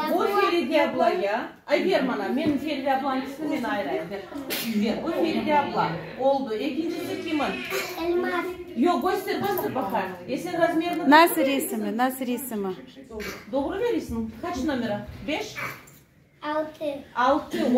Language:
Crimean Tatar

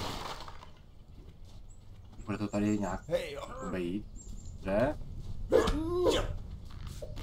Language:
Czech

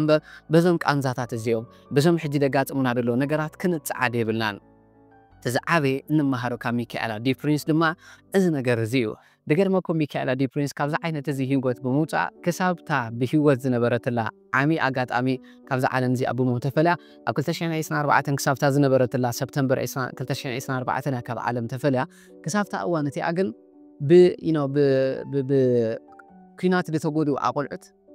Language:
Tigrinya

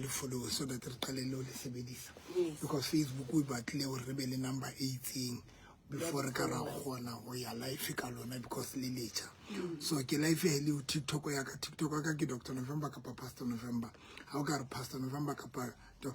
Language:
Southern Sotho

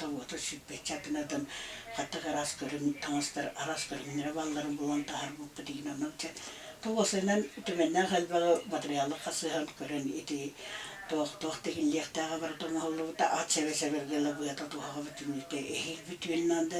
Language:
Yakut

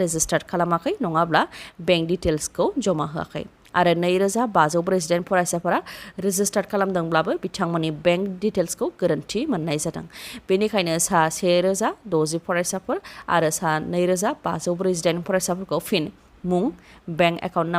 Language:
Bodo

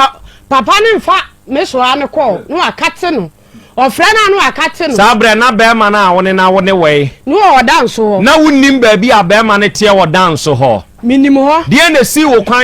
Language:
Akan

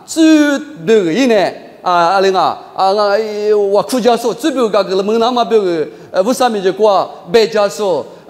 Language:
Lisu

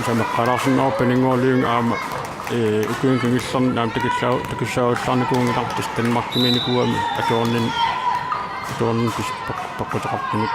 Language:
Kalaallisut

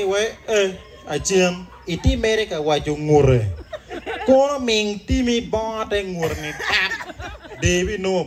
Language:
Acoli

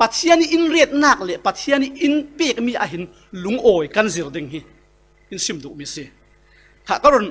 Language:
Falam Chin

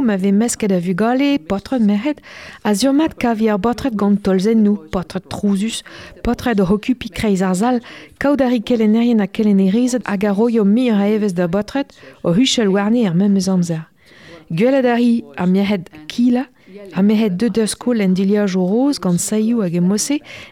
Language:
Breton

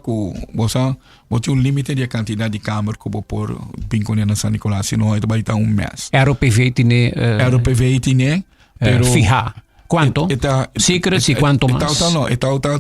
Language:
Papiamento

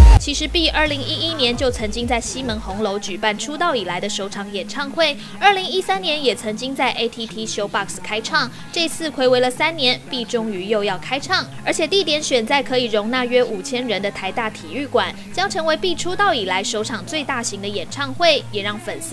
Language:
Chinese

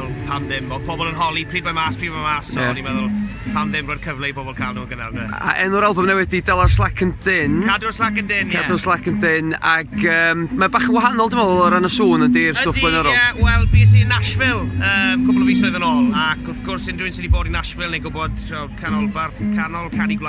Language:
Welsh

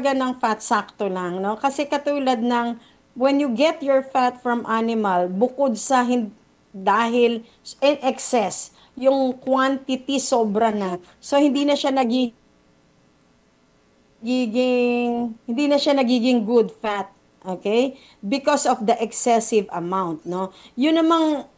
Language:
Filipino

